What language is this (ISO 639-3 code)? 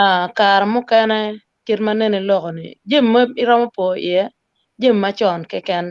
ach